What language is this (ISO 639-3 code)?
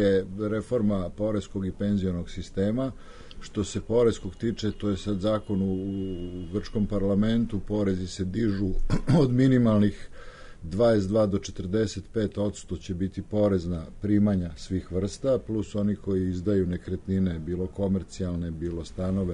srp